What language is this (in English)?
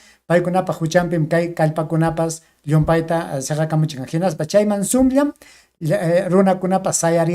Ayacucho Quechua